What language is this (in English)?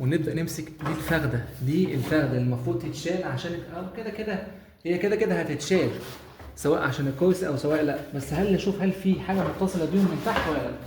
Egyptian Arabic